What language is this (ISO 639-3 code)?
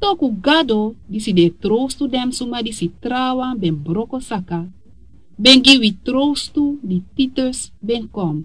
srn